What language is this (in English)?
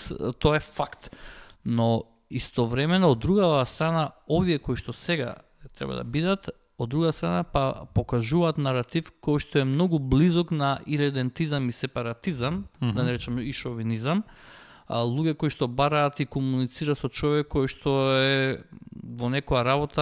Macedonian